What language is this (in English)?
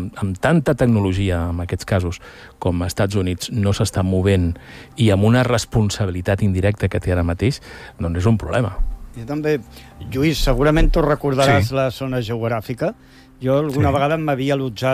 Catalan